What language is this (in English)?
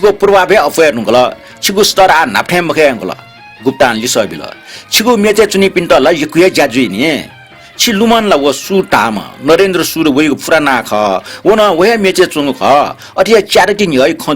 Newari